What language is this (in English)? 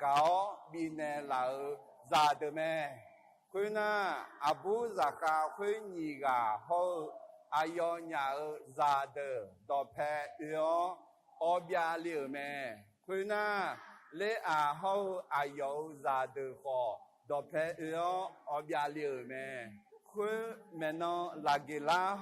Akha